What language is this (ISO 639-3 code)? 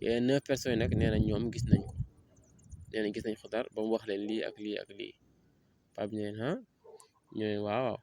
wol